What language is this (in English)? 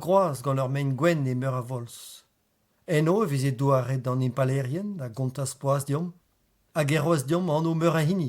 Breton